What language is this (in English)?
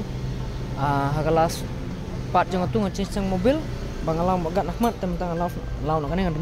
Khasi